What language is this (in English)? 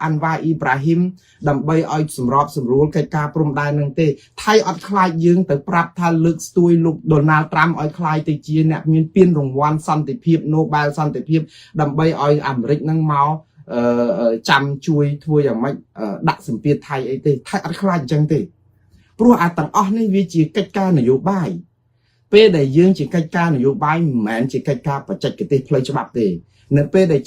Khmer